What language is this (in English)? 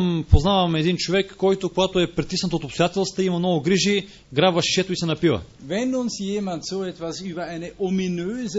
Bulgarian